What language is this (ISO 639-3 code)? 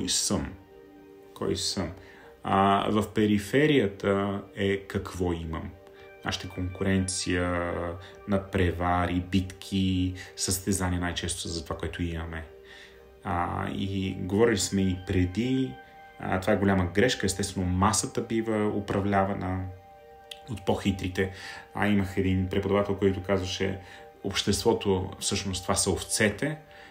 bul